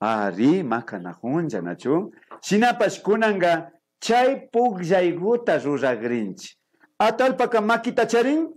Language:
Imbabura Highland Quichua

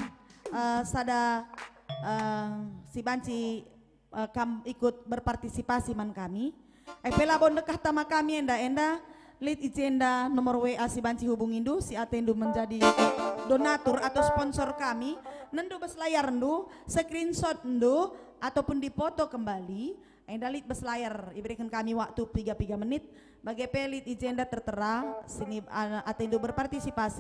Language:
Batak Karo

